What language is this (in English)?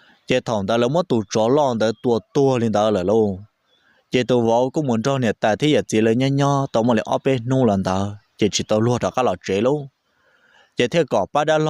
Hmong